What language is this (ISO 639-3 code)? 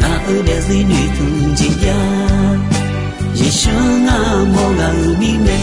ahk